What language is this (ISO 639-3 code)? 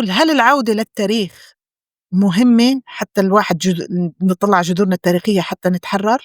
apc